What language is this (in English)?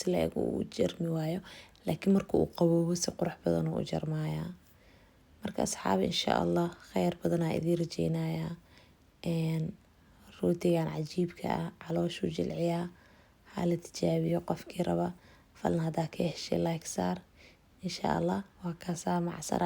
Somali